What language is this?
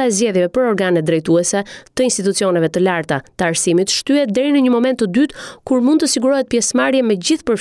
Albanian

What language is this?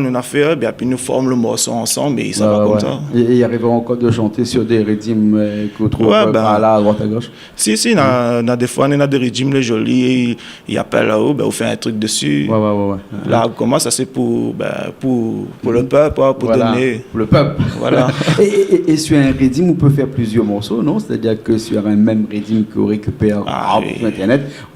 Réunion Creole French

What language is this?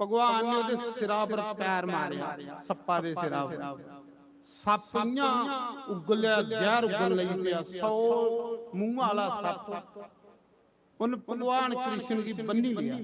Dogri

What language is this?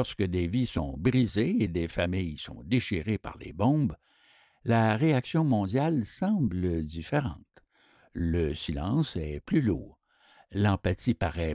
French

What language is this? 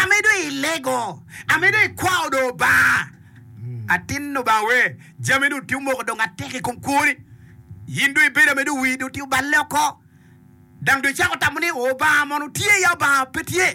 Acoli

